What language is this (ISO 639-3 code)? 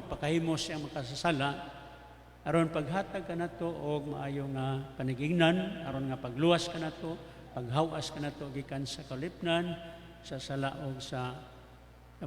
ceb